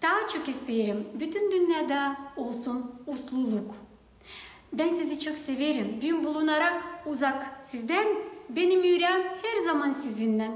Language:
Gagauz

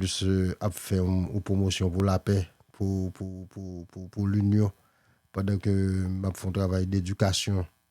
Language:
Haitian Creole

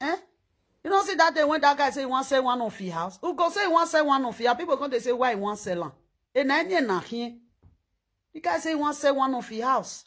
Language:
Nigerian Pidgin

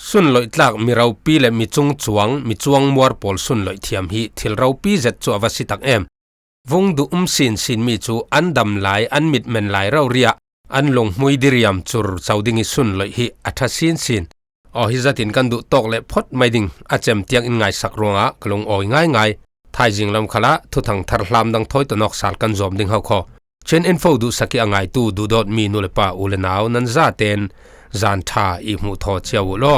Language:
Falam Chin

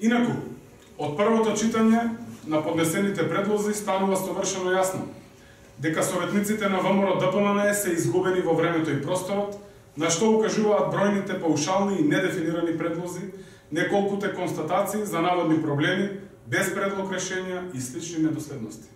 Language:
Macedonian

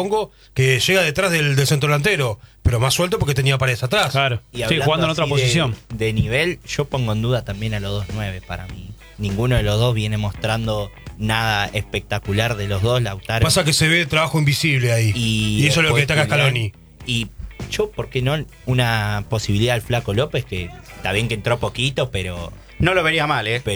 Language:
Spanish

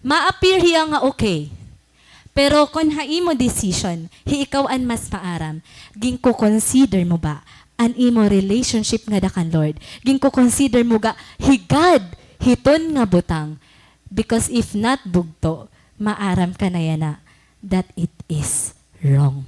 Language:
Waray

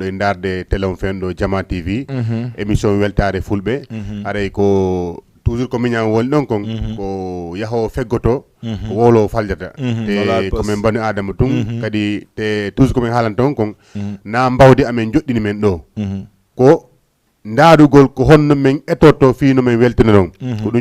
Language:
Fula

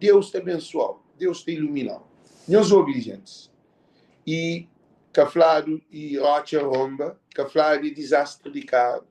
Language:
Kabuverdianu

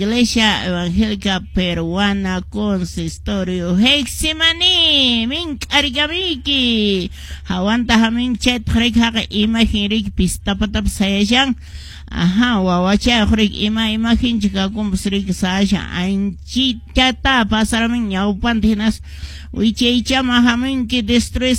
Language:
Quechua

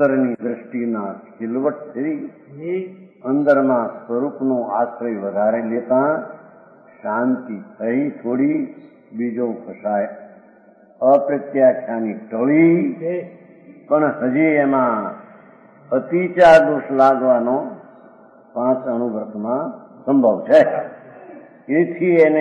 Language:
Gujarati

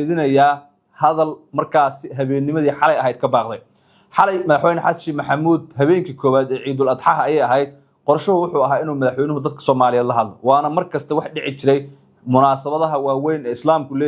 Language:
Somali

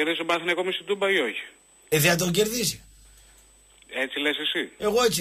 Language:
Greek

